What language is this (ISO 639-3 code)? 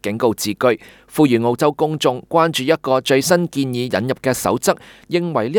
yue